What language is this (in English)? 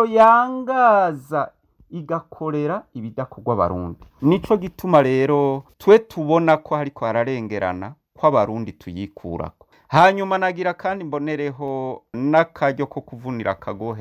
Rundi